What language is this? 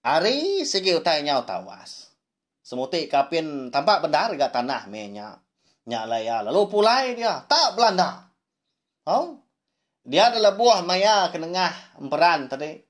Iban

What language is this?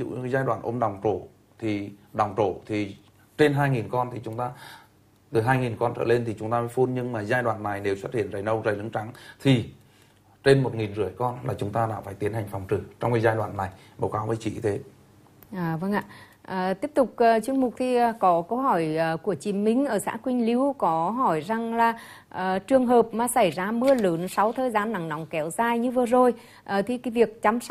Vietnamese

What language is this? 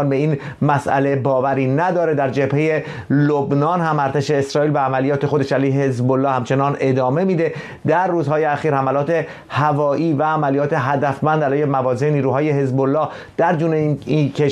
Persian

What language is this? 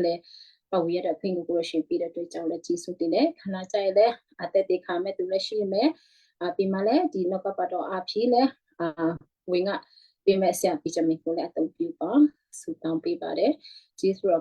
Western Kayah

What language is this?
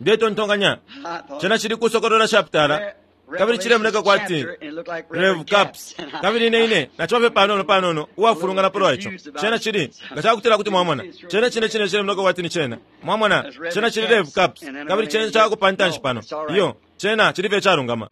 Bemba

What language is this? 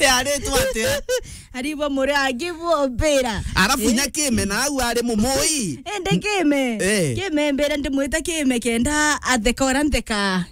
Meru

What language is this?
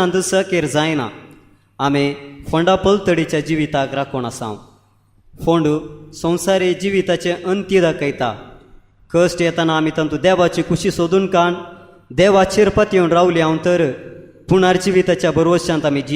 Konkani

